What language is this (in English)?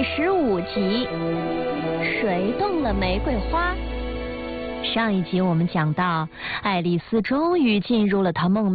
Chinese